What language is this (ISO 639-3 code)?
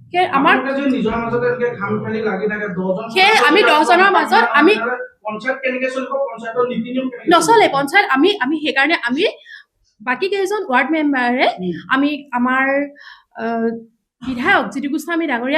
asm